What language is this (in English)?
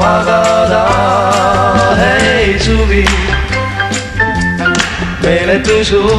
Estonian